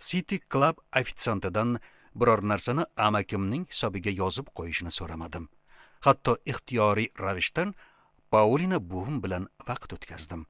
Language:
Uzbek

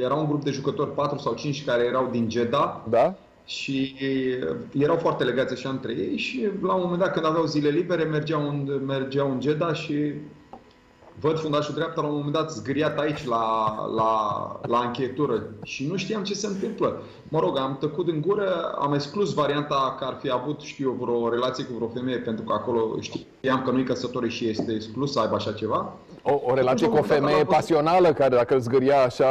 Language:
Romanian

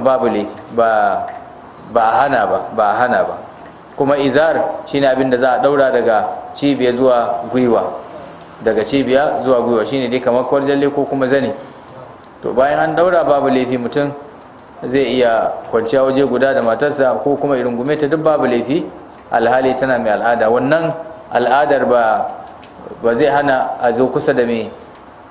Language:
Hausa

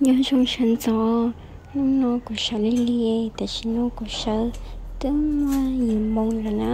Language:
Hmong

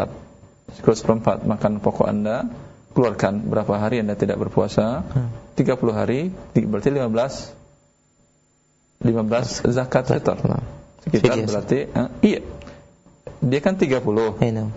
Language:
Indonesian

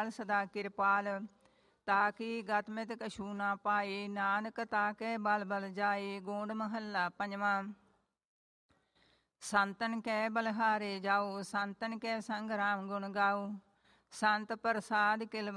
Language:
Punjabi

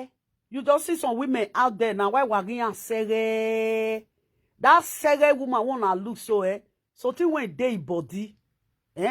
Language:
Nigerian Pidgin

